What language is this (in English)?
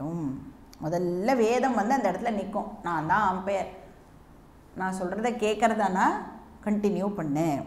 Tamil